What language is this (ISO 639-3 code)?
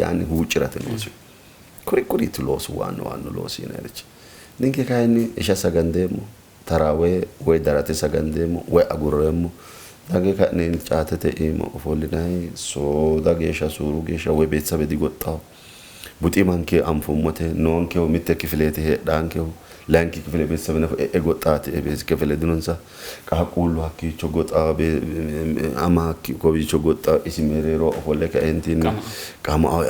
sid